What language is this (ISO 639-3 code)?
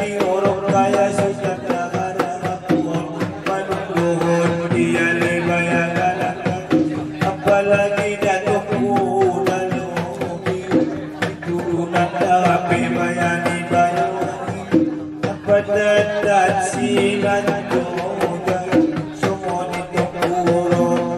akb